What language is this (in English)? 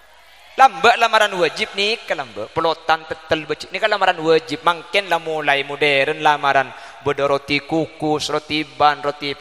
Madurese